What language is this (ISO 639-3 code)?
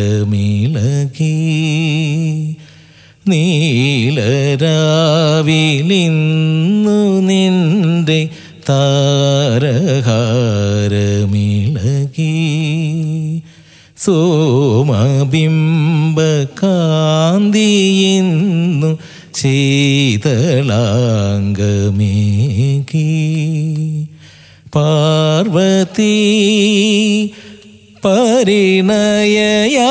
mal